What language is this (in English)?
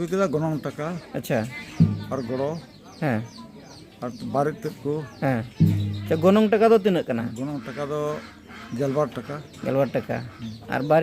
Santali